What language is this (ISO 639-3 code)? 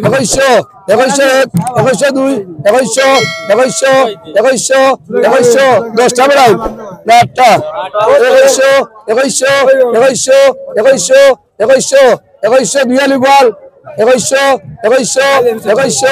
syl